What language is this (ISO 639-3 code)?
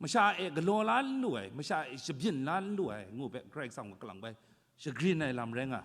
kac